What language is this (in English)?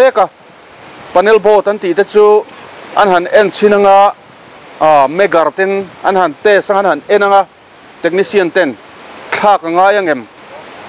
Mizo